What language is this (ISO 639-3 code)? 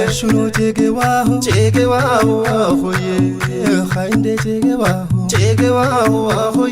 kbr